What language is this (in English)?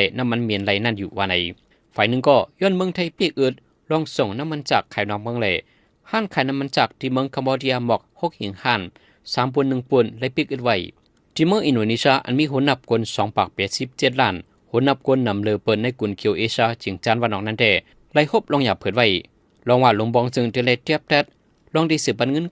Shan